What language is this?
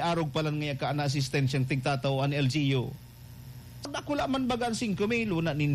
Bikol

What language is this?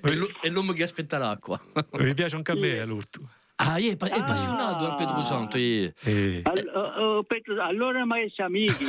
Corsican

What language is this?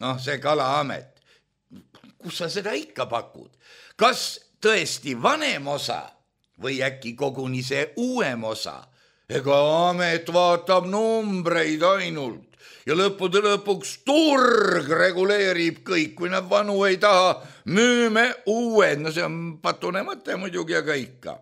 Estonian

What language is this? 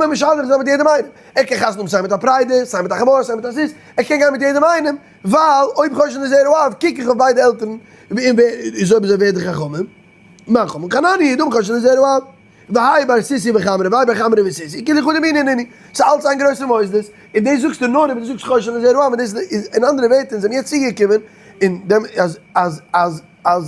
Yiddish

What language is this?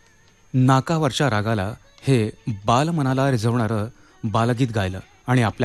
Marathi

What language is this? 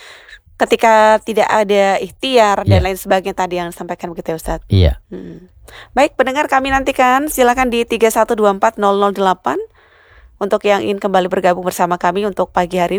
Indonesian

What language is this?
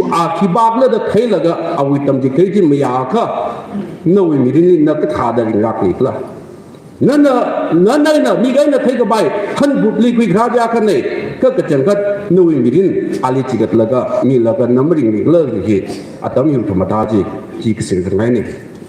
Tangkhul Naga (India)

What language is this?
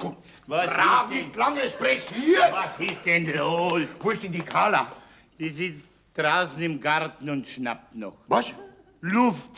Bavarian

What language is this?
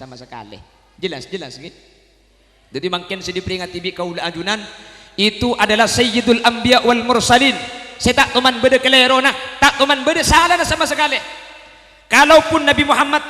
Madurese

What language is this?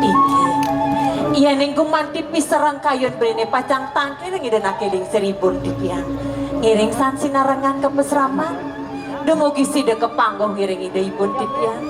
Balinese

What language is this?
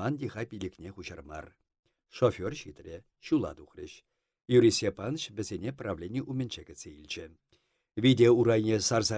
Chuvash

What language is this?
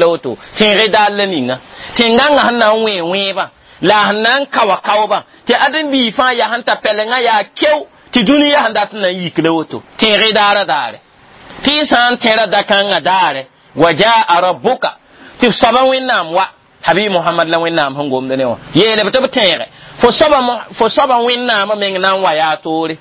Mossi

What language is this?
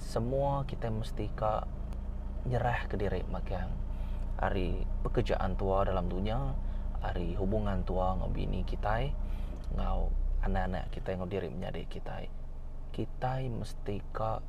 Iban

